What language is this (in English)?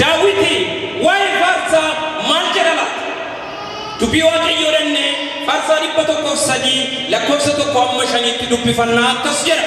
Oromo